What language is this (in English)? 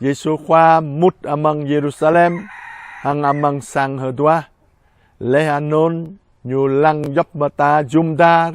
Jarai